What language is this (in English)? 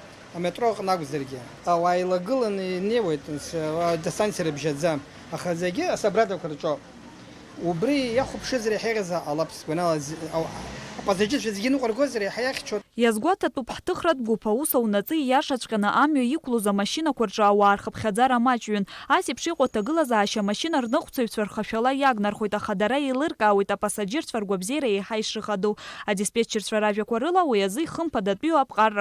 Abkhazian